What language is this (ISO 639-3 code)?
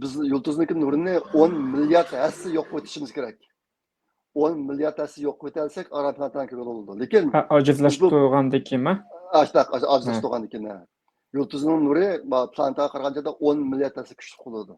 uig